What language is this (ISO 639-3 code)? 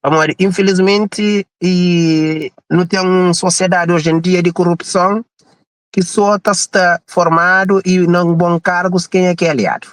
kea